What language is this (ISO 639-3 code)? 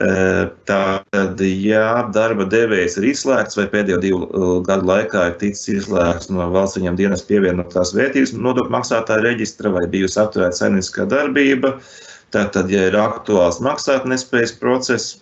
lav